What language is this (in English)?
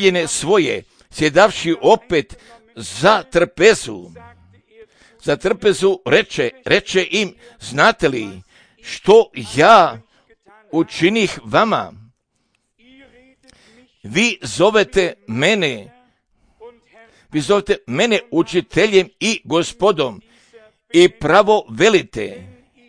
Croatian